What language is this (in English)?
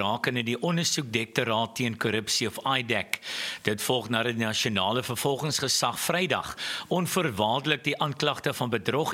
Afrikaans